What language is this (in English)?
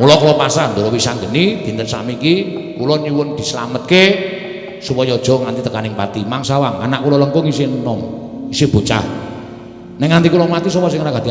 Javanese